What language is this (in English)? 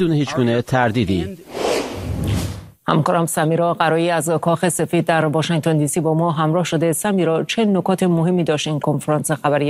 Persian